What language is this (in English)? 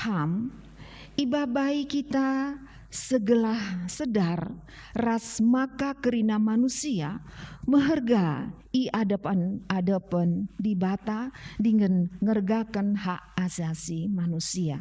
Batak Karo